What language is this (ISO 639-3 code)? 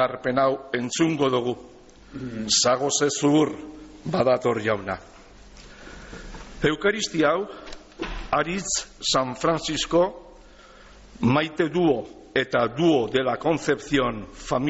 eus